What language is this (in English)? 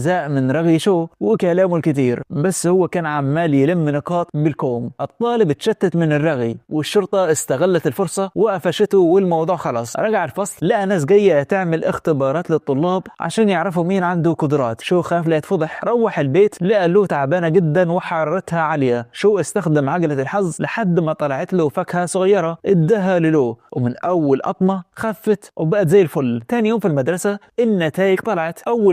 Egyptian Arabic